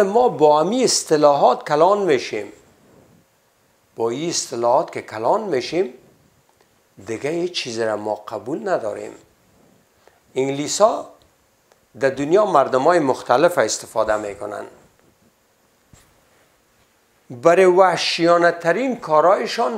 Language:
Persian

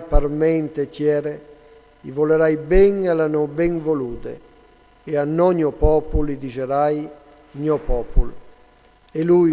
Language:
Friulian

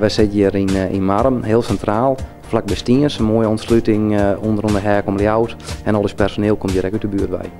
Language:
Western Frisian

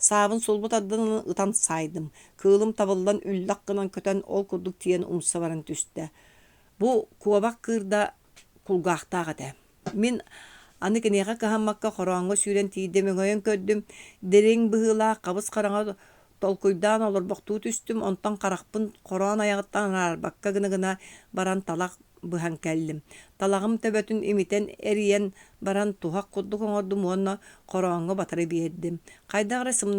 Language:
Yakut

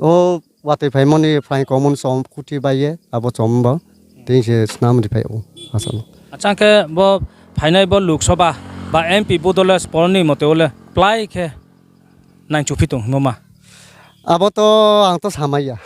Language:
Riang (India)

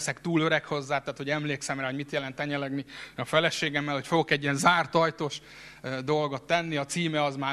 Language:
Hungarian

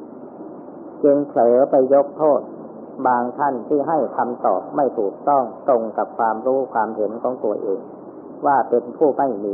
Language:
Thai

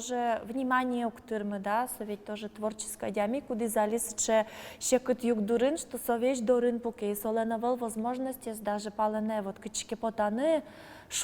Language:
Udmurt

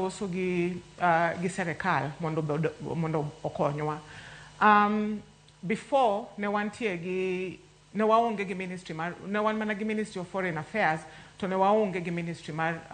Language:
Luo (Kenya and Tanzania)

